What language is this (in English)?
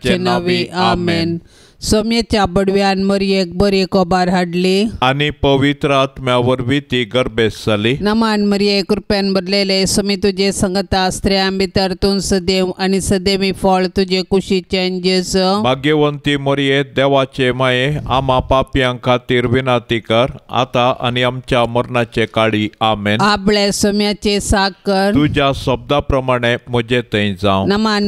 Konkani